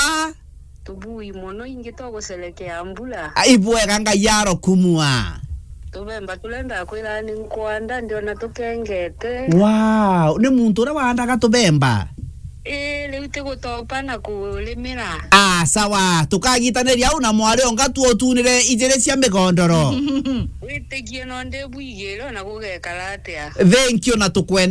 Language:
Meru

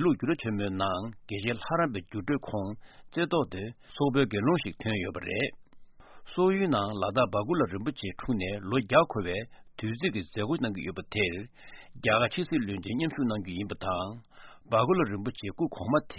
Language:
Tibetan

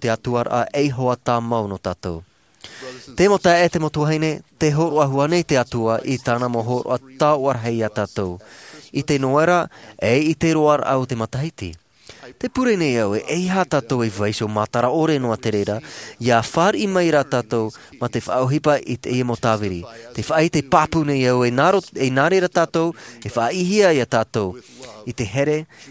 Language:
Tahitian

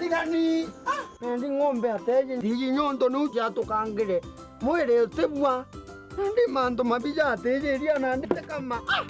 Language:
Meru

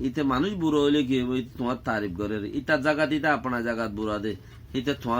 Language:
Rohingya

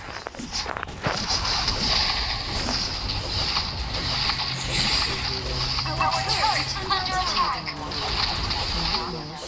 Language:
Filipino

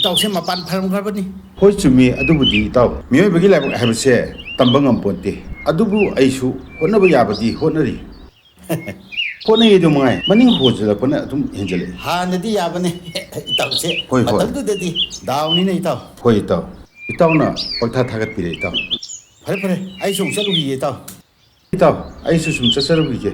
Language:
Manipuri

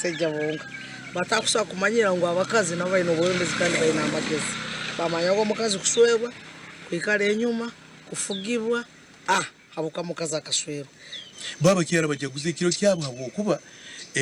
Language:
Nyankole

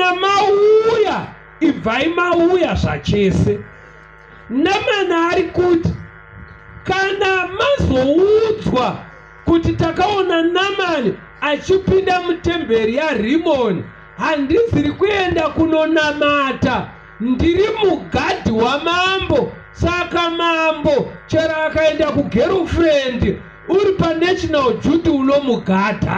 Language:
Shona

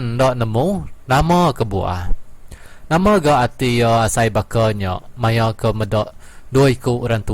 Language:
Iban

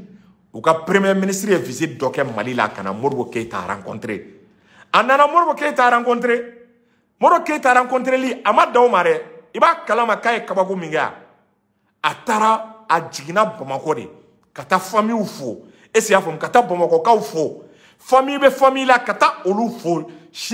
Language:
Bambara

